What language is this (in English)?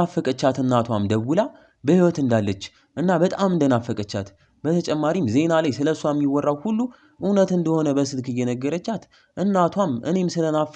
Amharic